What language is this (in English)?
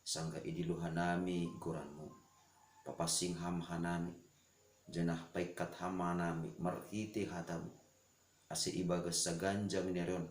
Batak Simalungun